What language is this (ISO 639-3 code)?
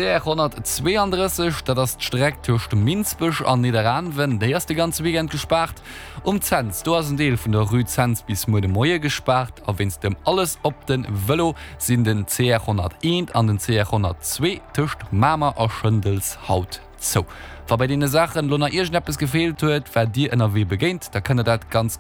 ltz